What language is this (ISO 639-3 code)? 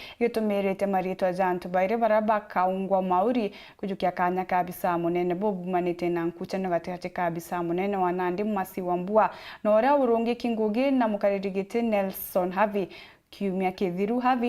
mer